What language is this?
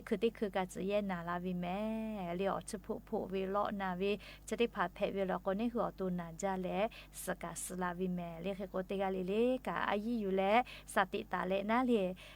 Lahu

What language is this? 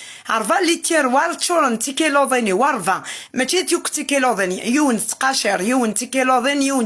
Kabyle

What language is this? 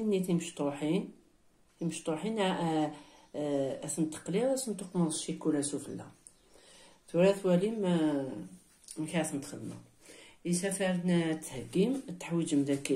Kabyle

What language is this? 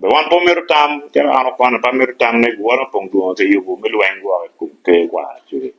Acoli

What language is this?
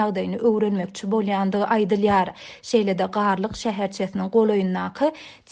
Turkmen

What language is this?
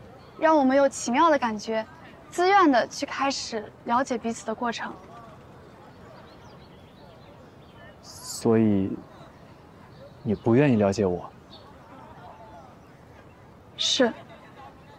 Chinese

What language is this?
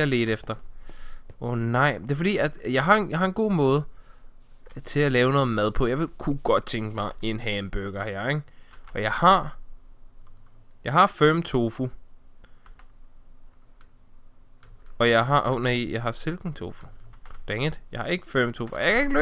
Danish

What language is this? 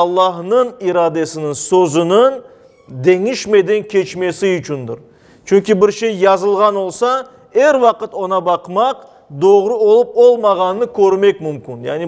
Crimean Tatar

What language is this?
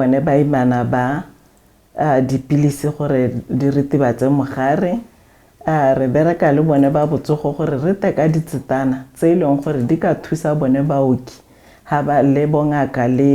Tswana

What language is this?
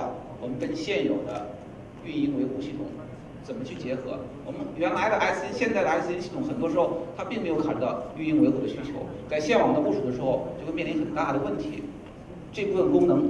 Chinese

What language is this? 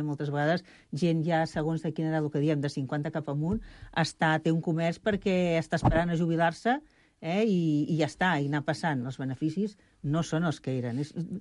Catalan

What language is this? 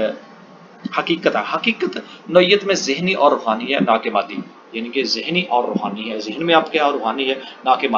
Urdu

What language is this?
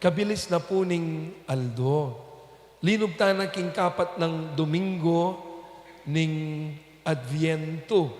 Pampanga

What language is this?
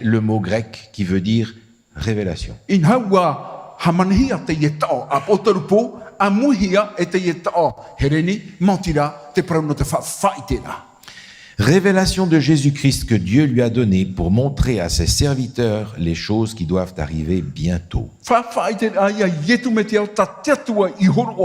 Tahitian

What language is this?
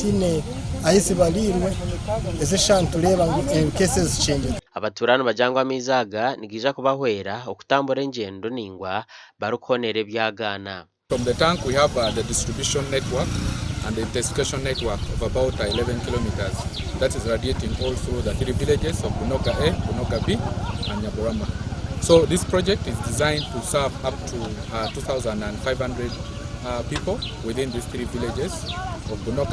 Nyankole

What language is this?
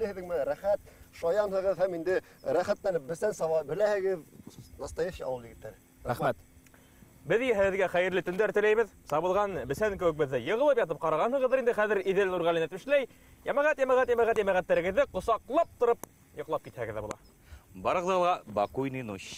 Bashkir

